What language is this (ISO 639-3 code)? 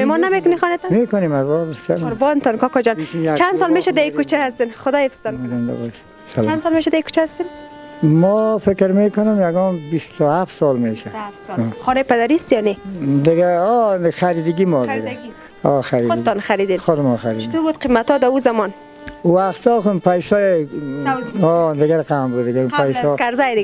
fas